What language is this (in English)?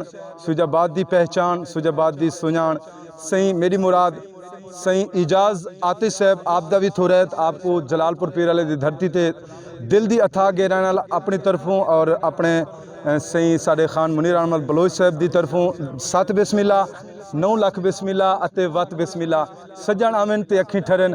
Saraiki